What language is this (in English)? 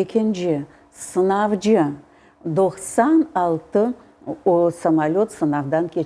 Crimean Tatar